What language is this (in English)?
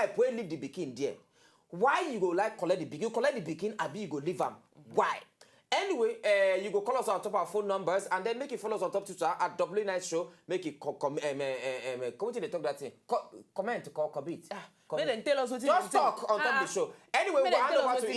Nigerian Pidgin